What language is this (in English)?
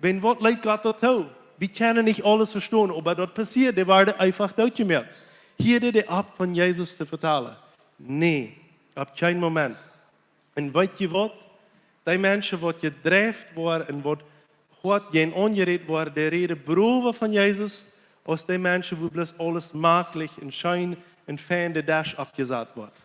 Plautdietsch